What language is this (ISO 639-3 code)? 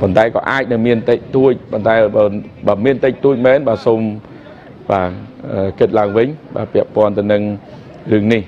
khm